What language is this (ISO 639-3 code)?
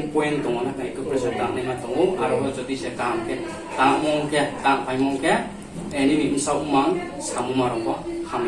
ria